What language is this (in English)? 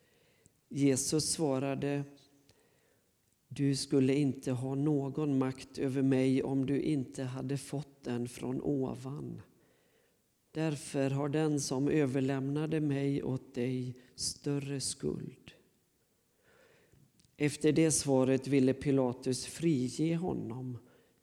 Swedish